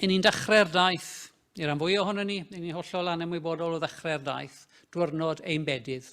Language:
Welsh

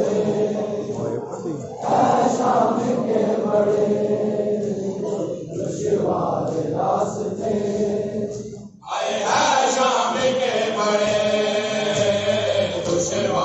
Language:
Urdu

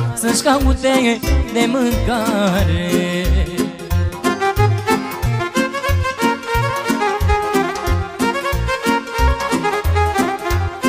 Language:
Romanian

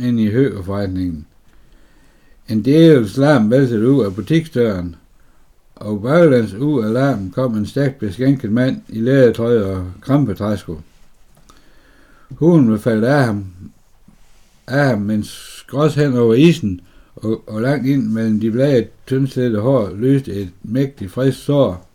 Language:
Danish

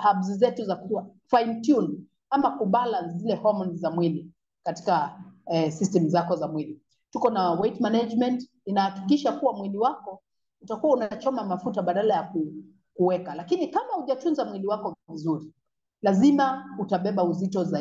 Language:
Swahili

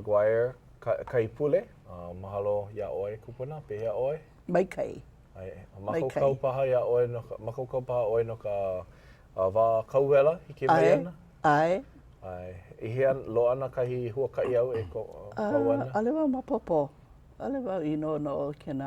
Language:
Hawaiian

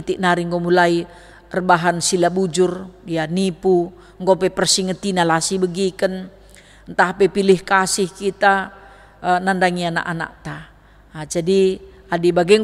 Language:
Batak Karo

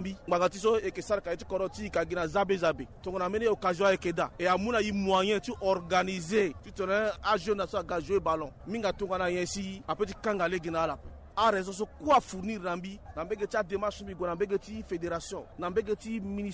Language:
Sango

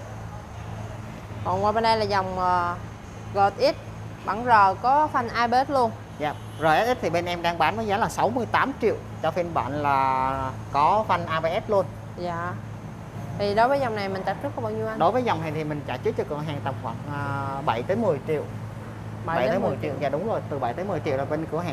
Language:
Vietnamese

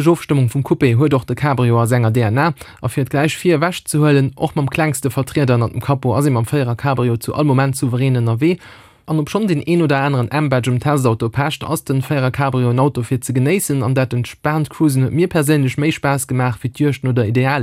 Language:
Luxembourgish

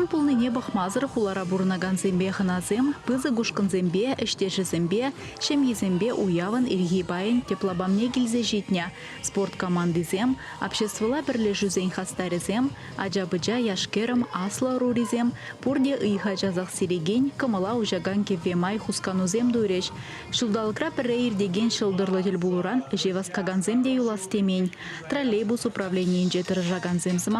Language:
Chuvash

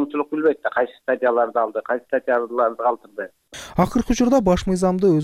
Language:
Kyrgyz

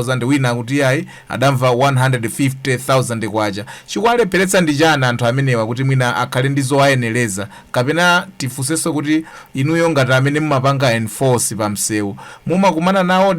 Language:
Nyanja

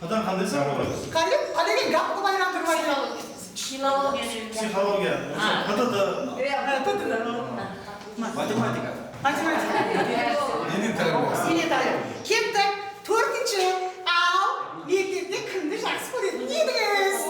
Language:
Kara-Kalpak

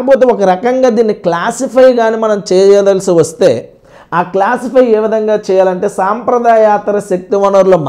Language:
Telugu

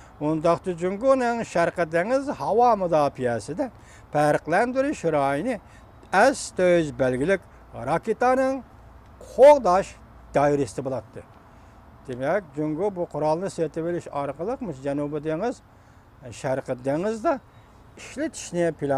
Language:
Uyghur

